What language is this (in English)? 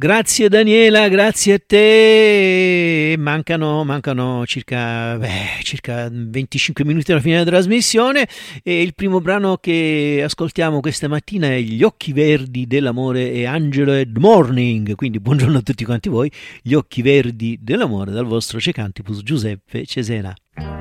Italian